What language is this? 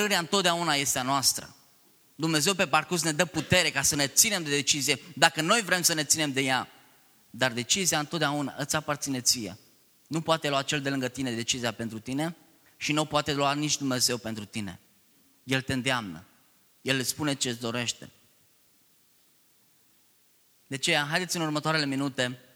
Romanian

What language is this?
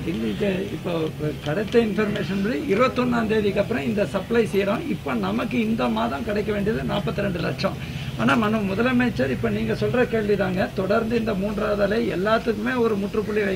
Tamil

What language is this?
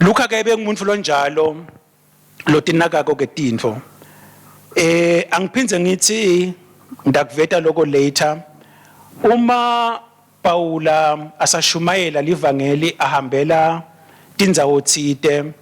Swati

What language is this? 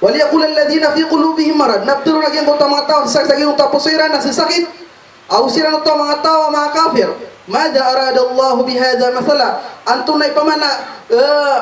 Maranao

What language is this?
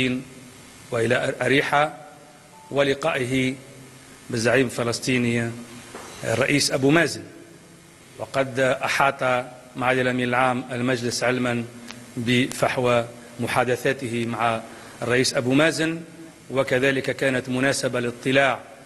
Egyptian Arabic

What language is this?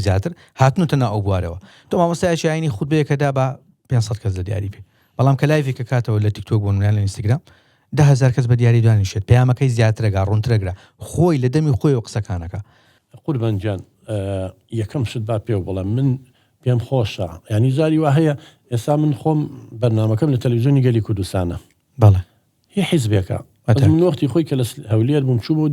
Central Kurdish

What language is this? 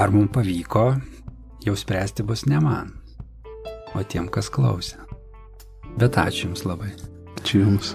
Lithuanian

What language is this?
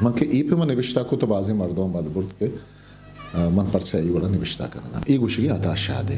Eastern Balochi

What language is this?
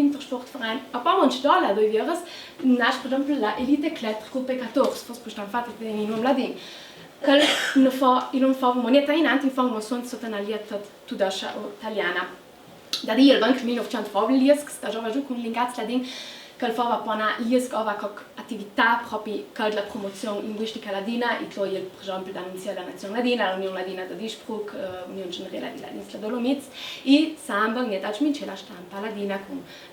Ladin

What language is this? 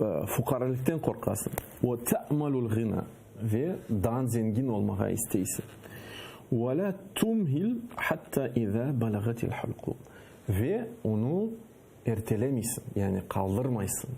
Crimean Tatar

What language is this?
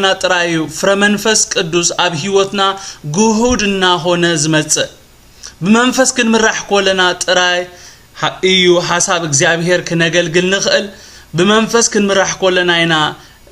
Tigrinya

